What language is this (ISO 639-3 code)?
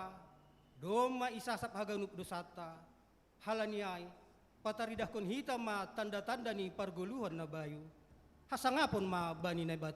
bts